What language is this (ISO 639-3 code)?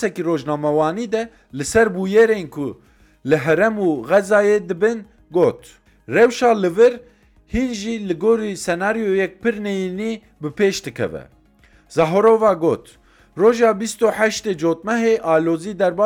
kur